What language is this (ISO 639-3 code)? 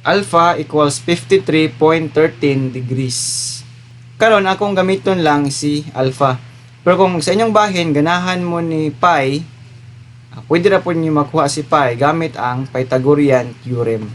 ceb